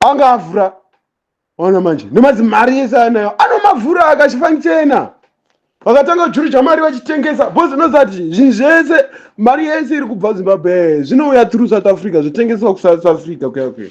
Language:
Shona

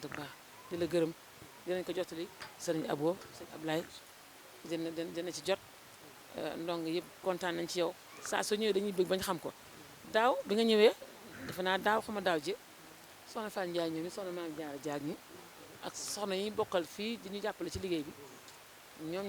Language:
Wolof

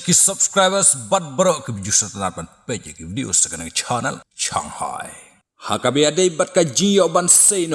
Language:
Khasi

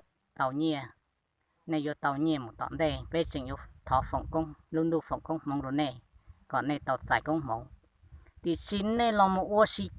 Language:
Hmong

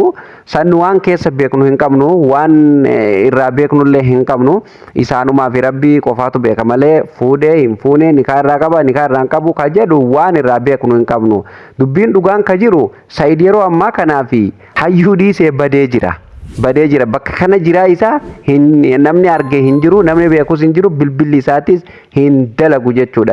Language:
Oromo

